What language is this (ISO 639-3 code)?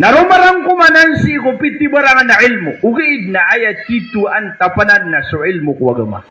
mrw